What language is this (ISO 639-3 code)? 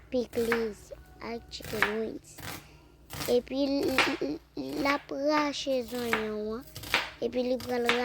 hat